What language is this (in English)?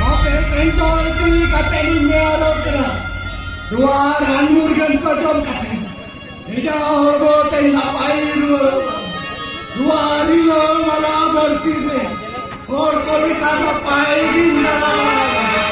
Santali